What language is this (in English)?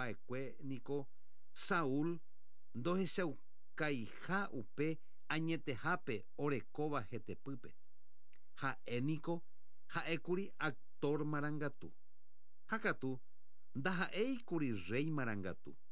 Guarani